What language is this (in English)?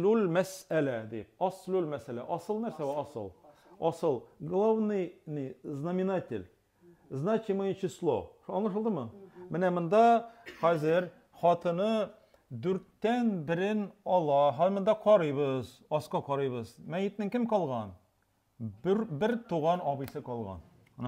Tatar